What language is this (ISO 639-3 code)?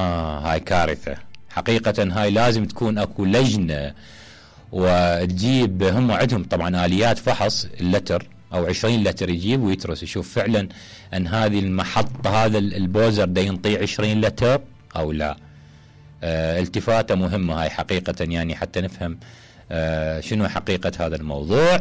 acm